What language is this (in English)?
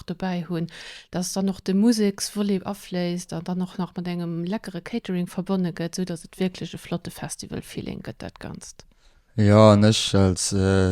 Luxembourgish